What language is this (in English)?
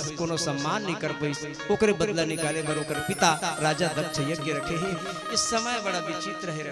Chhattisgarhi